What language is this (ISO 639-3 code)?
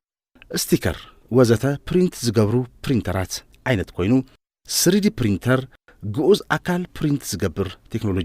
tir